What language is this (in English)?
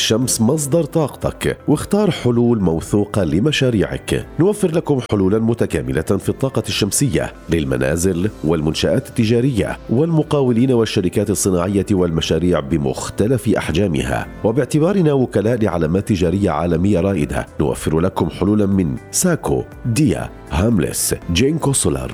North Levantine Arabic